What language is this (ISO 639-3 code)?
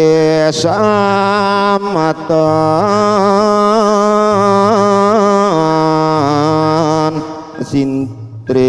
ban